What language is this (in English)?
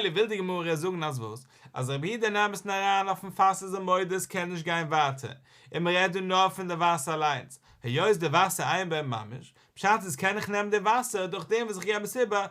Yiddish